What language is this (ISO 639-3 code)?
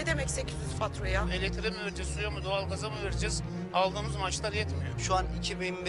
tur